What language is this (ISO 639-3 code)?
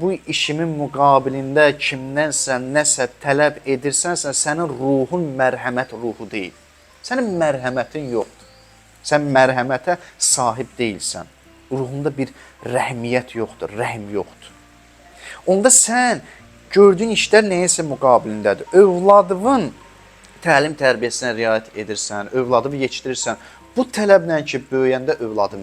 aze